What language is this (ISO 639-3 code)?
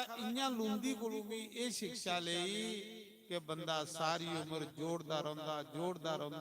doi